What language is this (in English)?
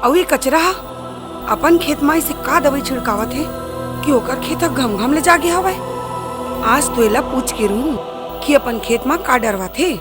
Chhattisgarhi